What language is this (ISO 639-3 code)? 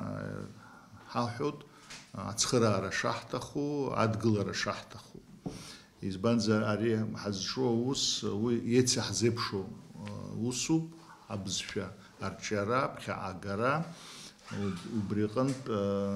abk